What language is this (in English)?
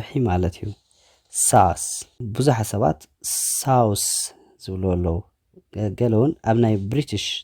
Tigrinya